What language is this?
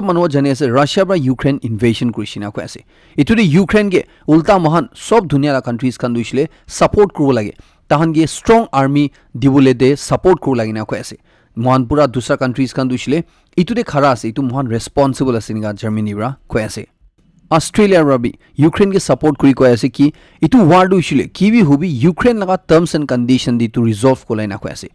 Naga Pidgin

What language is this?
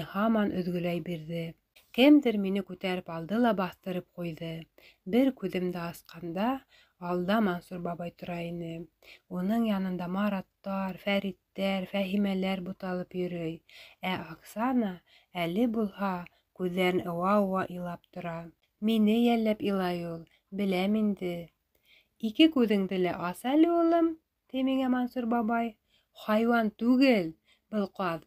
Bashkir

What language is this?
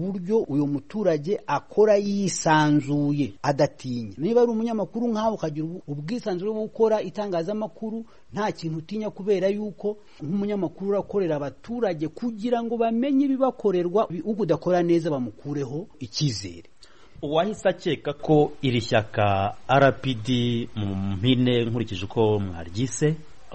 Kinyarwanda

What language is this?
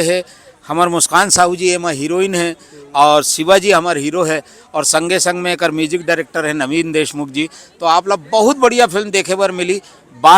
Chhattisgarhi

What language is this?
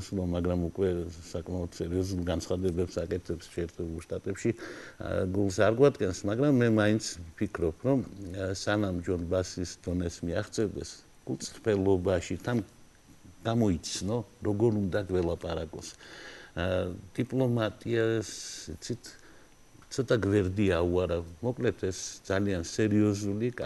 Georgian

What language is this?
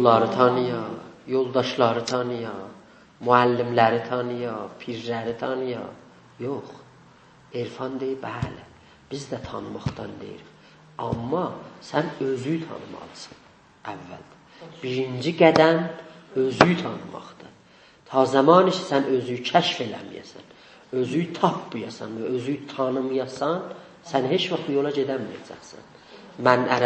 South Azerbaijani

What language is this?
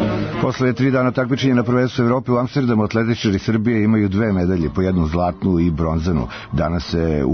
Serbian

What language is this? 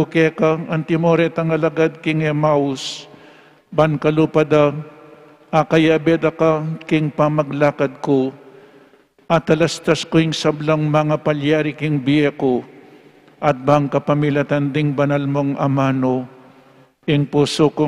Pampanga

